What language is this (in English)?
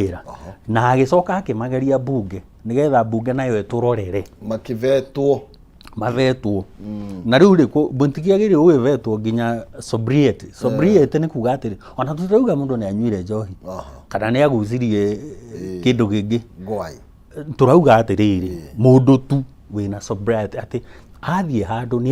Kikuyu